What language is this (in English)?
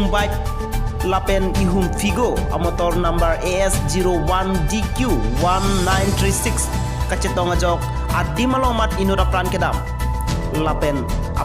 Karbi